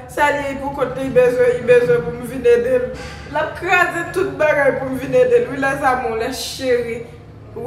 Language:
Haitian Creole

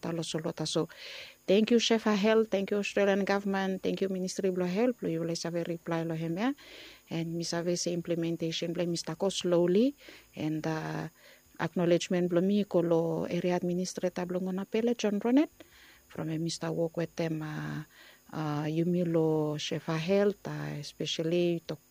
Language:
Bislama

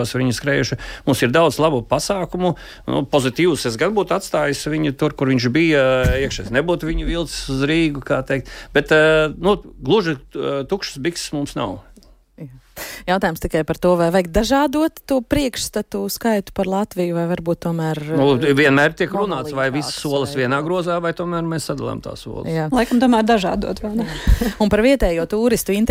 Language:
Latvian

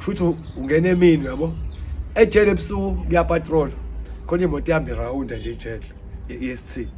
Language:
Zulu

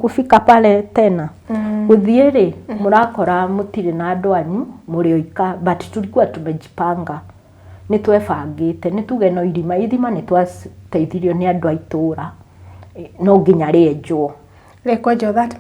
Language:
Kikuyu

